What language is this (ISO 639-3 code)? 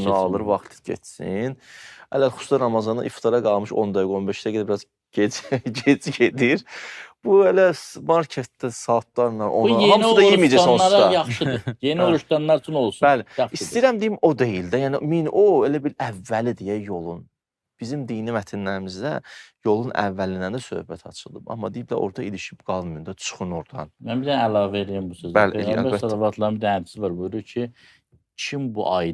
aze